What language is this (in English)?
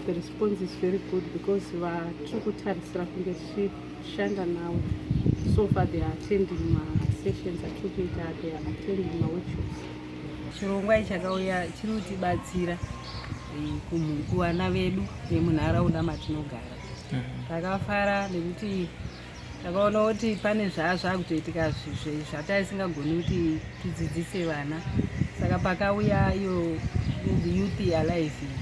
Shona